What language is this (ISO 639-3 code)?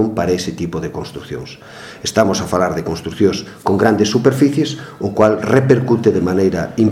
glg